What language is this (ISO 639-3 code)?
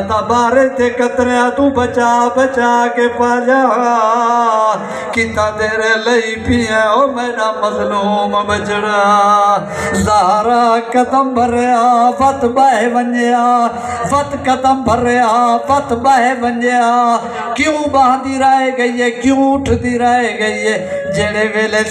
skr